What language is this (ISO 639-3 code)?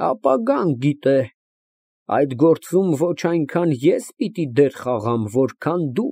hye